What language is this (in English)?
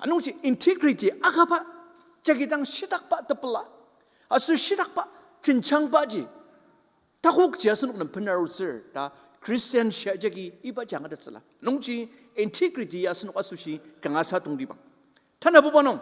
Ao Naga